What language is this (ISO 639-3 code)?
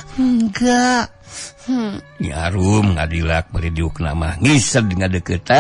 sun